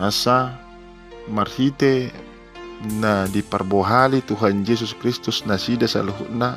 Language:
Batak Toba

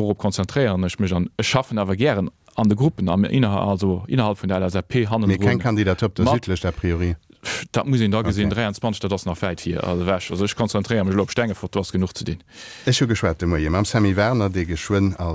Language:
Luxembourgish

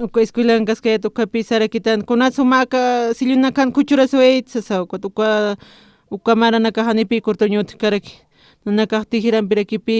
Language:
Aymara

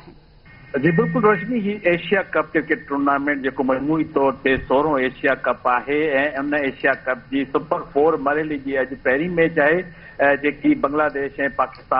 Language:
Sindhi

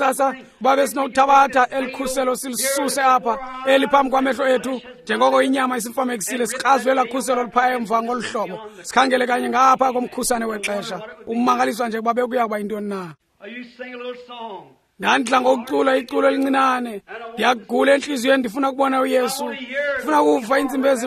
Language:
Xhosa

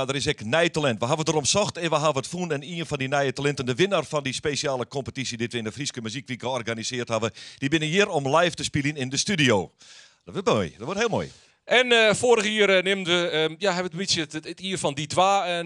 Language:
Western Frisian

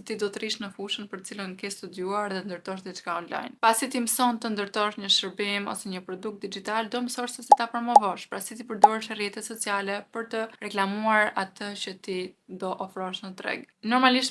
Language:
Albanian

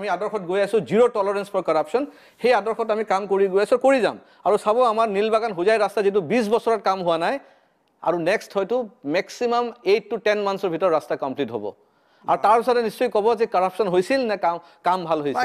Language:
Assamese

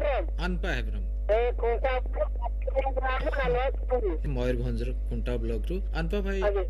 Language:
Odia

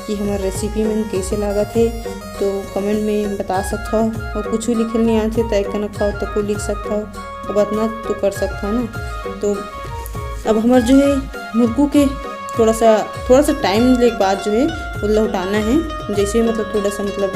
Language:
Chhattisgarhi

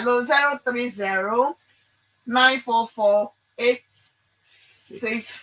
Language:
Ewe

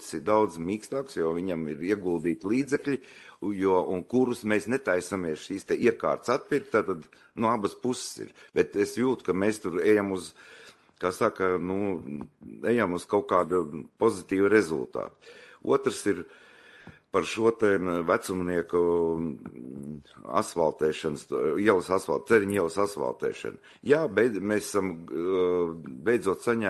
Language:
Latvian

